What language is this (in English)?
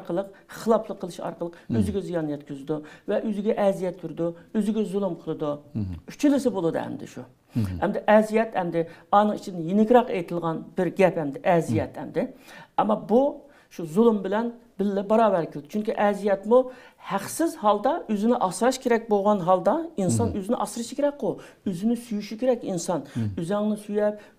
Uyghur